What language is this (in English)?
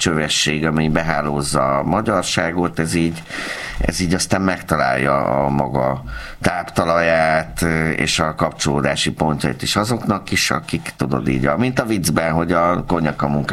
Hungarian